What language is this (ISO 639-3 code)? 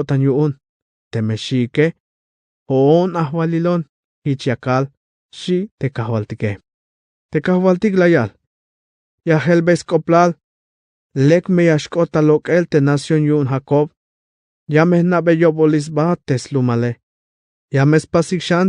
tzh